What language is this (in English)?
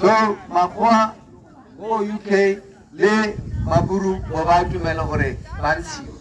Tswana